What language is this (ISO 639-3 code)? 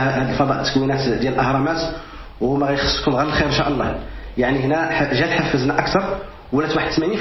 ary